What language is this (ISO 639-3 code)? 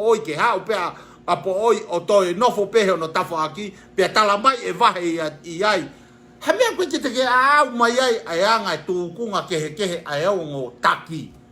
ton